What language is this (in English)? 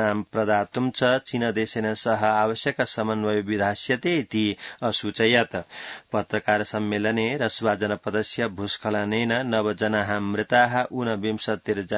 Sanskrit